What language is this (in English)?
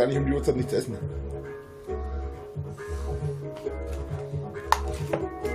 German